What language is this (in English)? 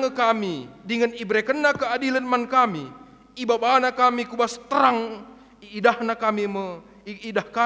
Batak Karo